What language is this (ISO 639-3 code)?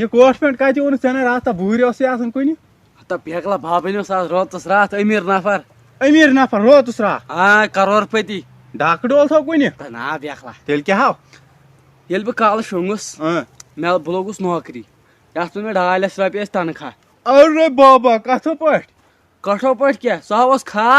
kas